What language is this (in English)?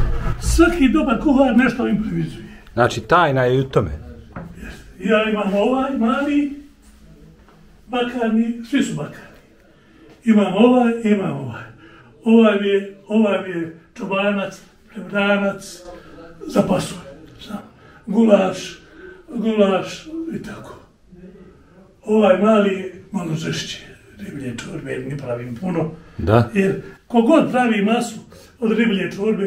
Bosnian